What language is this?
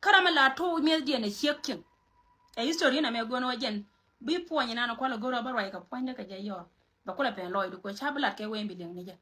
Nuer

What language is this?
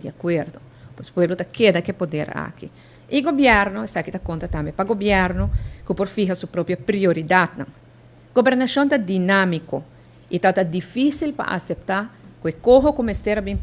Papiamento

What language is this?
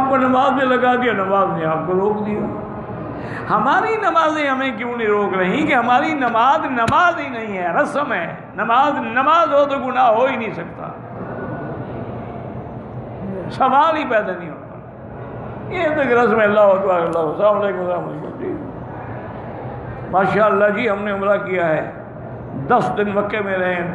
Urdu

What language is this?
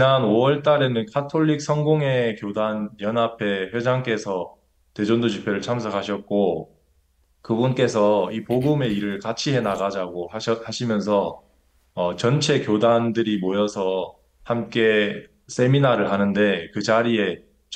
Korean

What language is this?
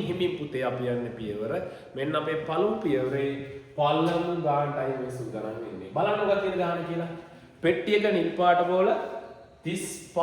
Sinhala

